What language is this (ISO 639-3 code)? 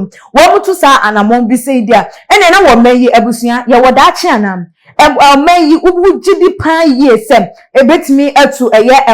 aka